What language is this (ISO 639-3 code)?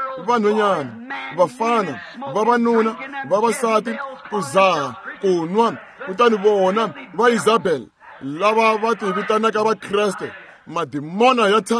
tso